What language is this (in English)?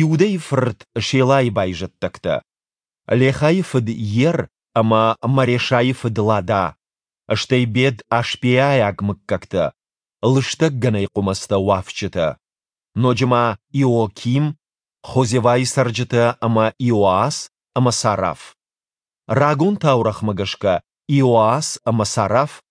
Ossetic